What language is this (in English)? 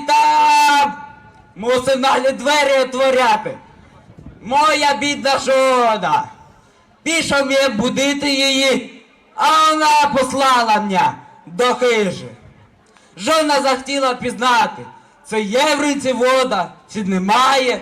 Rusyn